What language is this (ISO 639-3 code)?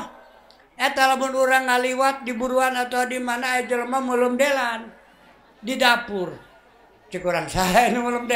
sun